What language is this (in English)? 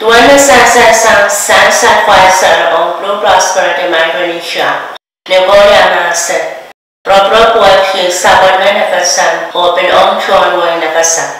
Pohnpeian